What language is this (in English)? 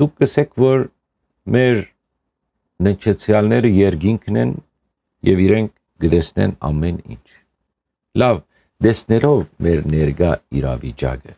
Western Armenian